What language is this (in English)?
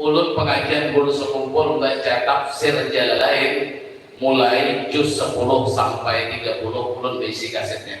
Banjar